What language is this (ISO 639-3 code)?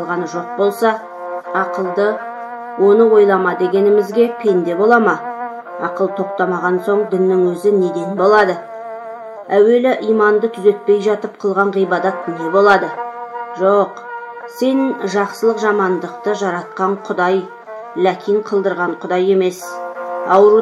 kaz